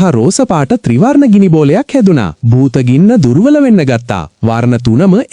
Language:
Sinhala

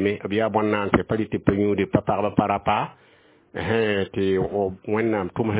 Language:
Mossi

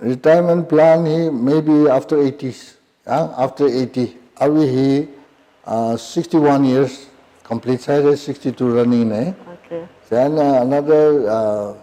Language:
Tangkhul Naga (India)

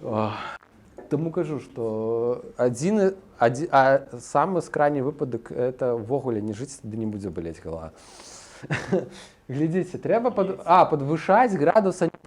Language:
Belarusian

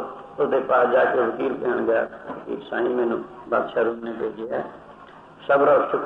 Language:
Punjabi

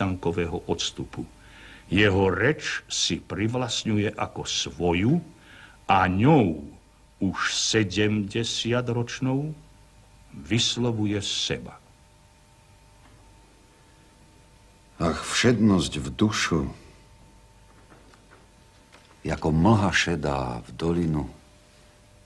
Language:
Slovak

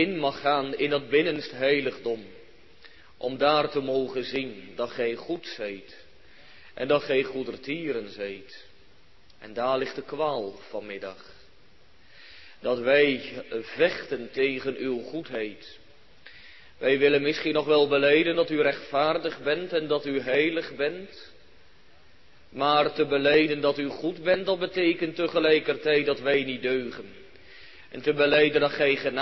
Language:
Dutch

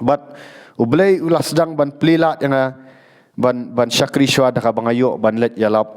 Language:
Khasi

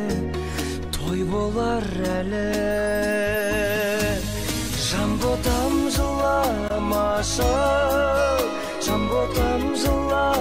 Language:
Kazakh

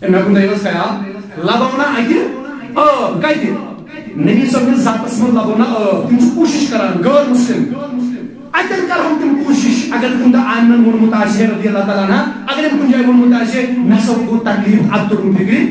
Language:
Kashmiri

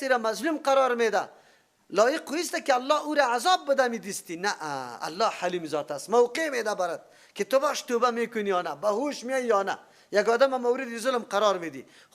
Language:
Persian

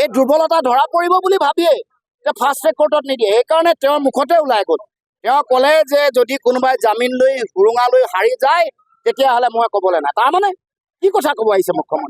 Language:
Assamese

